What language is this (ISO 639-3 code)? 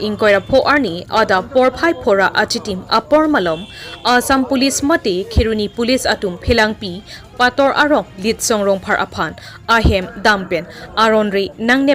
mjw